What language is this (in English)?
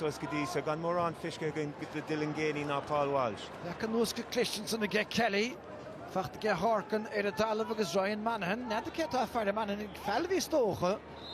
Irish